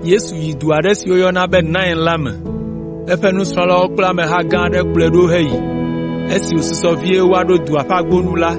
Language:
Ewe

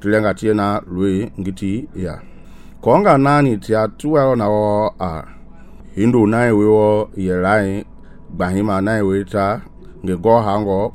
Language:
Mende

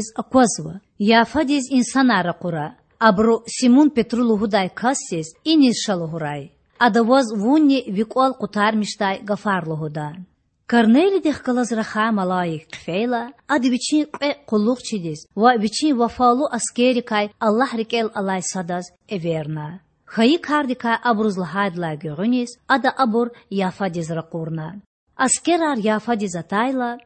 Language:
Lezghian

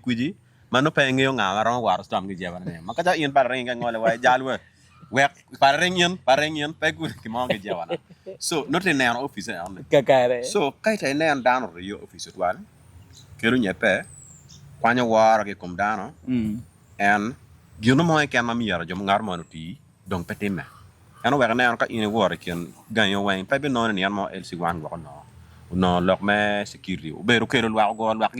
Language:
Acoli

